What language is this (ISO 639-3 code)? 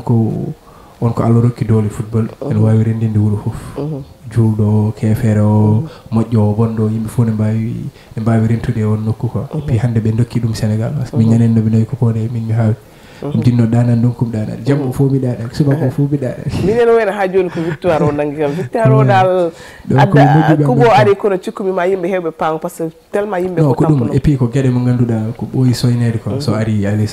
ful